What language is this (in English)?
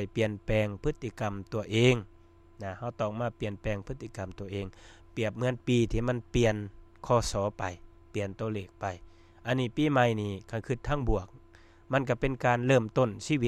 Lao